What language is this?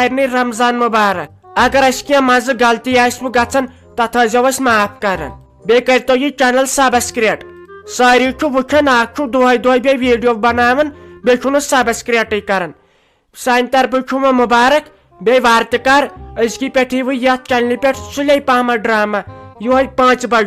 Kashmiri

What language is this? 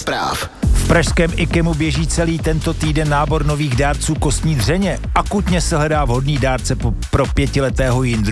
Czech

